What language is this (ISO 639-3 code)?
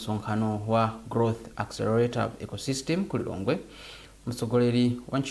nya